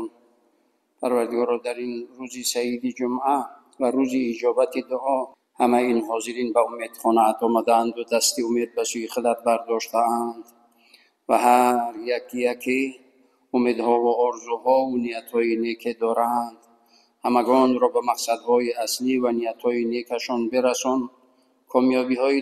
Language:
Tajik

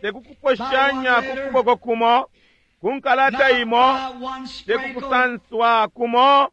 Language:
Bemba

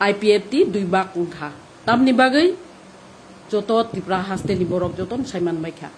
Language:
Kok Borok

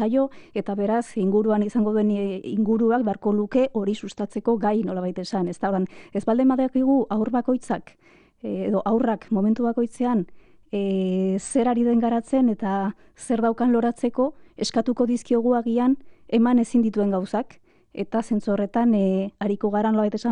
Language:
Basque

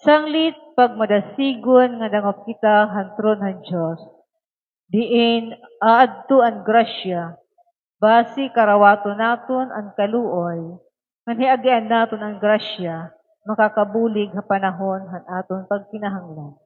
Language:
Waray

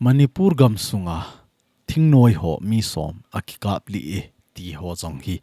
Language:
Thado Chin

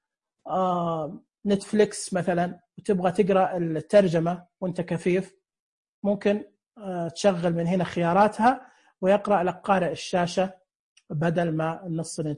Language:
Najdi Arabic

